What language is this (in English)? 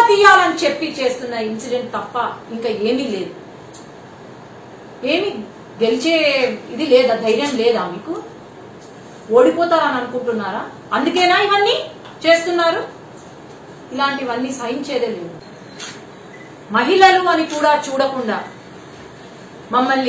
Telugu